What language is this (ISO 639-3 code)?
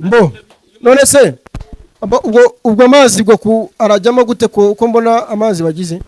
kin